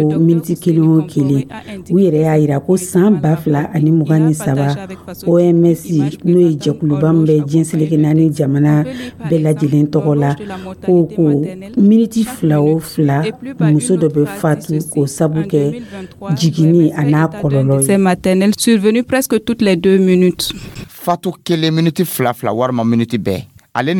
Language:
Dyula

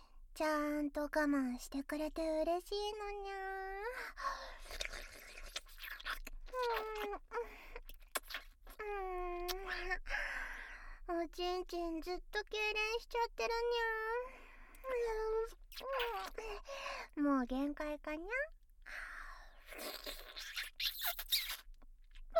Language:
Japanese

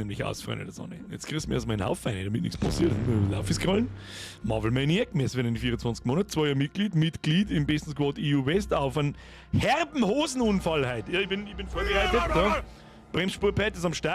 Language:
Bavarian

